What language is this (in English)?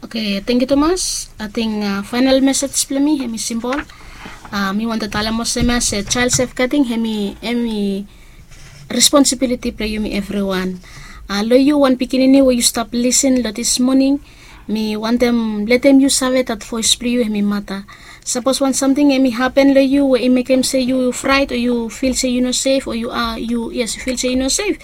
Bislama